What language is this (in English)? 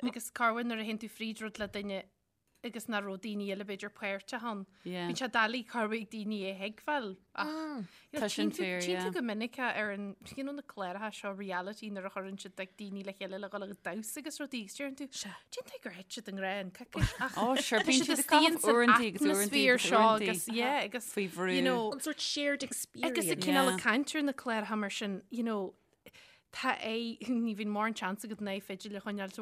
Irish